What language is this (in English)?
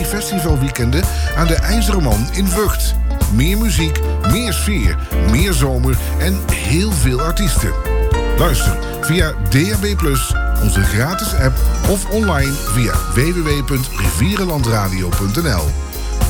Dutch